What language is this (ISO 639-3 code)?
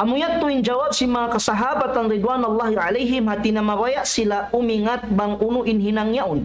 tsg